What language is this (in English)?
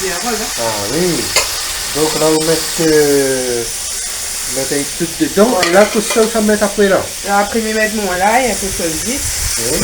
Réunion Creole French